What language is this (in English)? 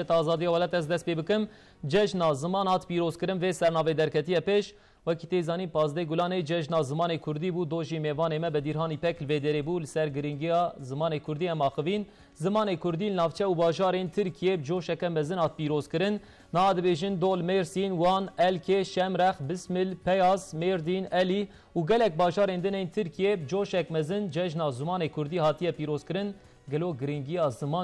Kurdish